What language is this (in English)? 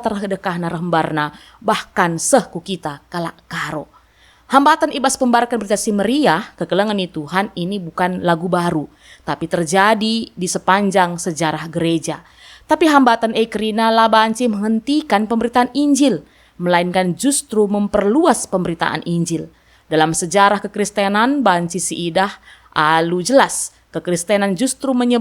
Batak Karo